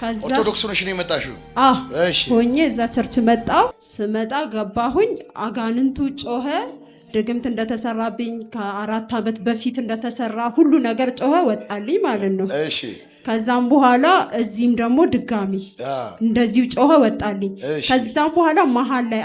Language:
Amharic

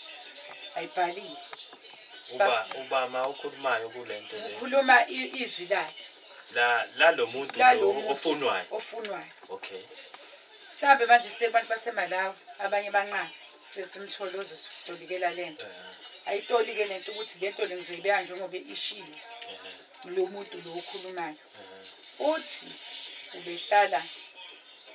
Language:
Zulu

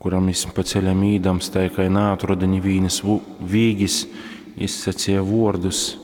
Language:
Latgalian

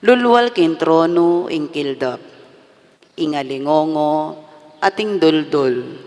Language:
Pampanga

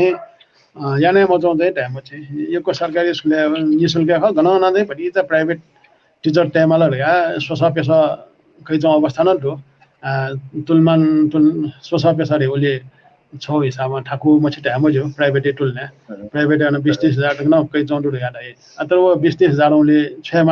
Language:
Newari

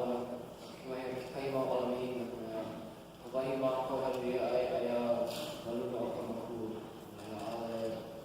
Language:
Hawaiian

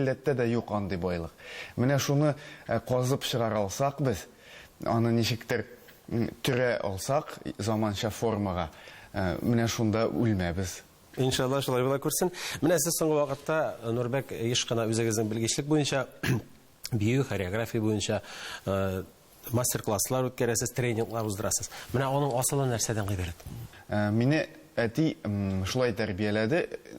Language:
Tatar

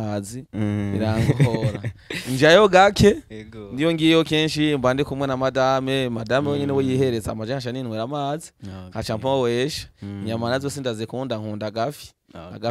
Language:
Rundi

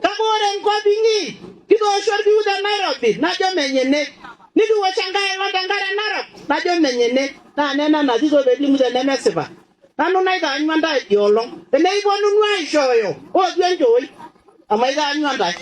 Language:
Masai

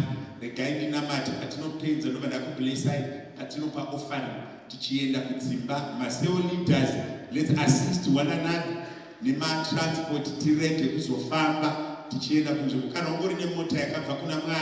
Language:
Shona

